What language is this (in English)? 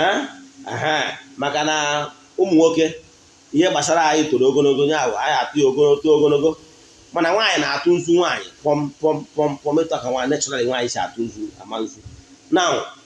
Igbo